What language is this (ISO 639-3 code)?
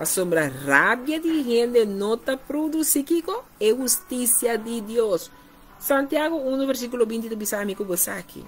pap